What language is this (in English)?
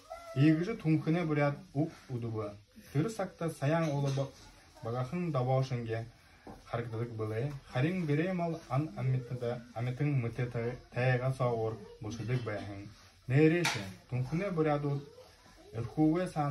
Buriat